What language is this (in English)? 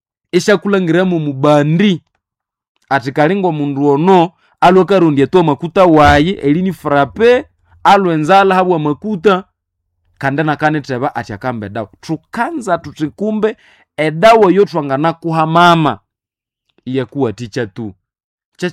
Nande